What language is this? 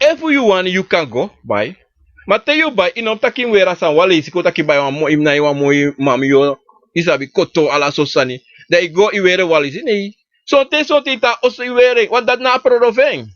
Sranan Tongo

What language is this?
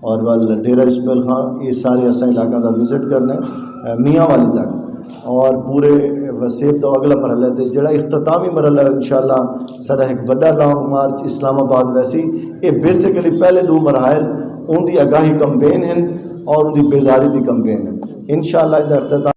Saraiki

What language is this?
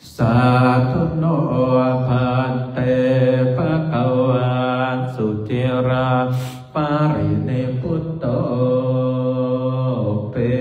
Pali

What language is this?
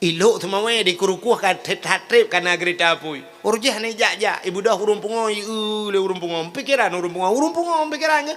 Achinese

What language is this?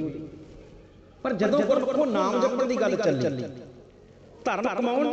Punjabi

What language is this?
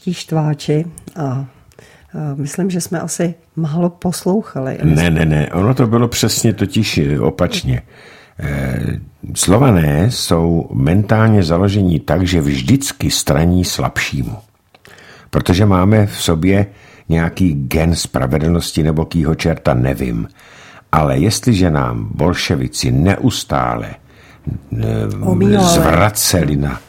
Czech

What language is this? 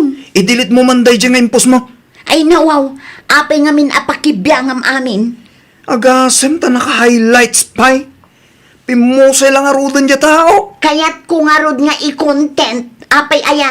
Iloko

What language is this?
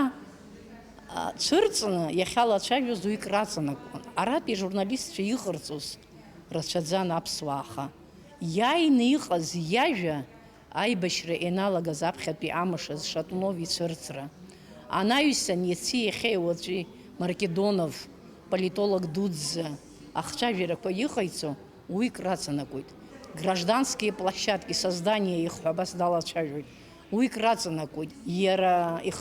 Abkhazian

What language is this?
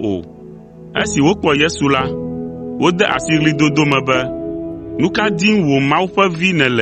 Ewe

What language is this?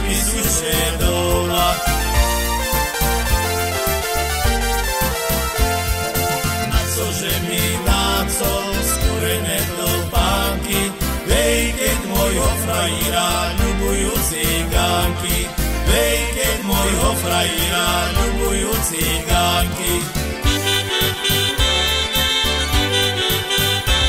Slovak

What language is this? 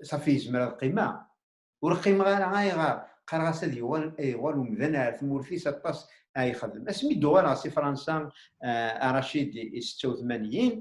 Kabyle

